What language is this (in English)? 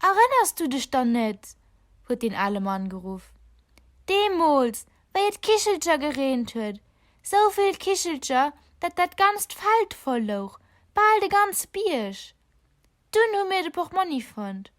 Luxembourgish